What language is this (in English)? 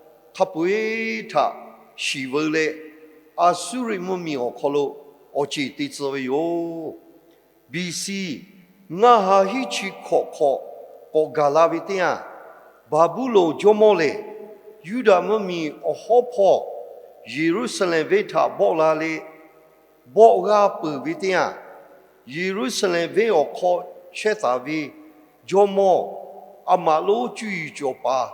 Lahu